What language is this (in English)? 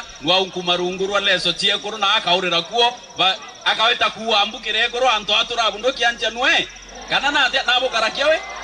Meru